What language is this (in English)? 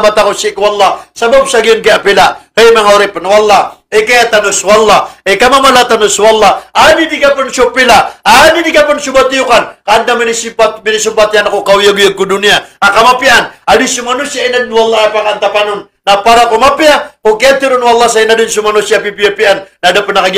Maranao